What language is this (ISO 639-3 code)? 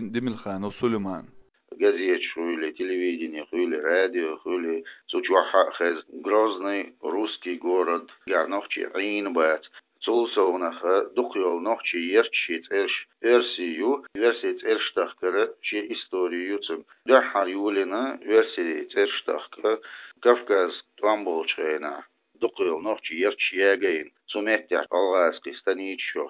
che